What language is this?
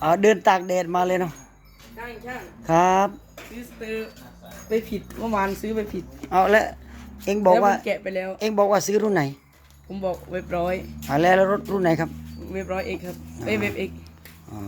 Lao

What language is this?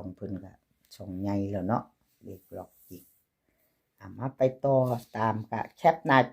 Northeastern Thai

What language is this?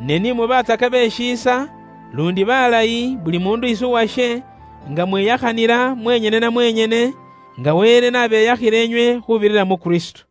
Luyia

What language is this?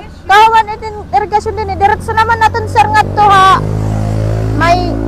Waray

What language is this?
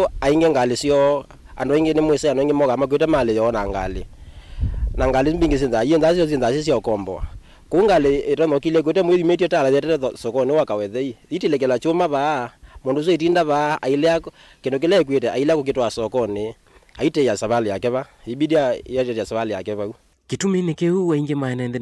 Kamba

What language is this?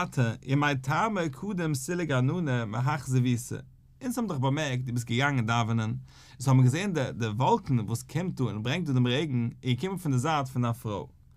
Yiddish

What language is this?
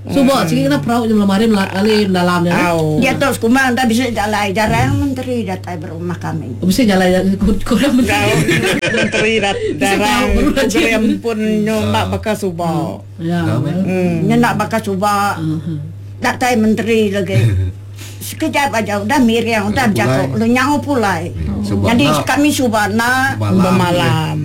Iban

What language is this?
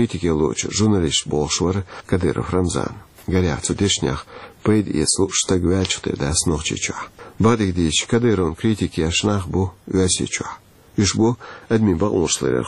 Chechen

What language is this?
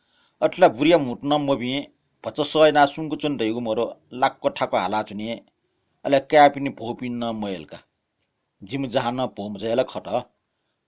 Newari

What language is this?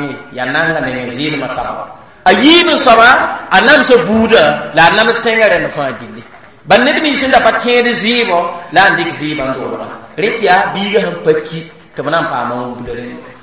Mossi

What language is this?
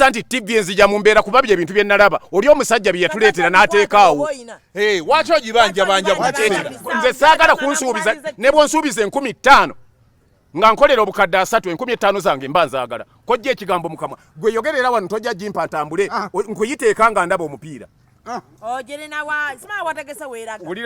Ganda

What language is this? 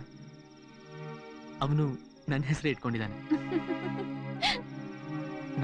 Kannada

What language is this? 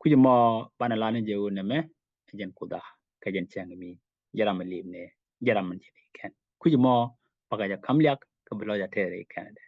Nuer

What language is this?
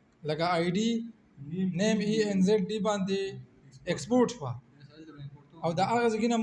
Pashto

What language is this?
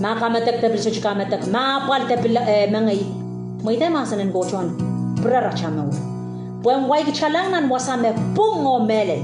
Pohnpeian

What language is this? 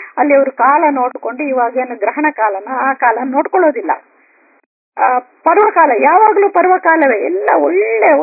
Kannada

